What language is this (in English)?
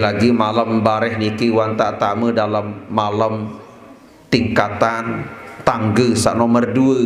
Sasak